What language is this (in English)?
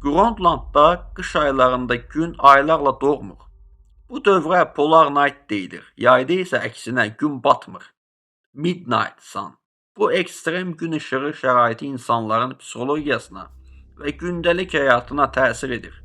Azerbaijani